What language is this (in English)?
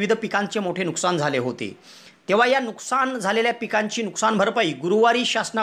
Marathi